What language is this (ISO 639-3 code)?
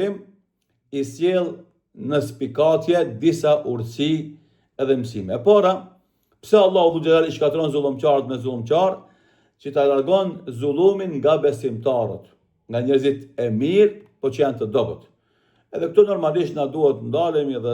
sqi